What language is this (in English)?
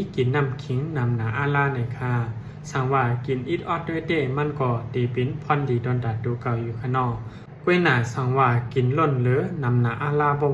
Shan